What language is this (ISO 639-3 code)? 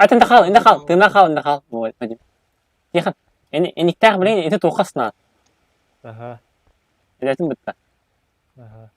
sah